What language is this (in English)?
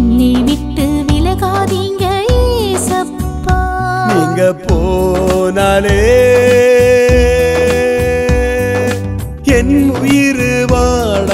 Tamil